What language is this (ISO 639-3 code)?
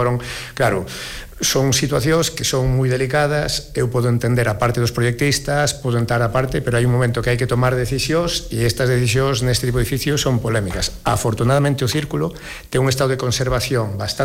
glg